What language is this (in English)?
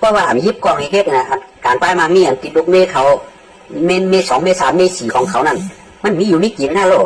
Shan